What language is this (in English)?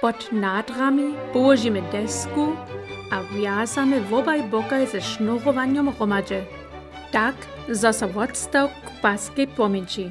Upper Sorbian